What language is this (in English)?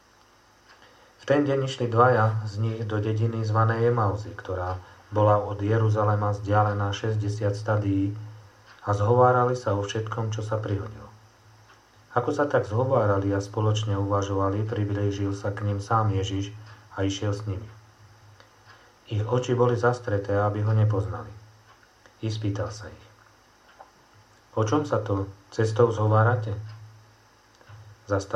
Slovak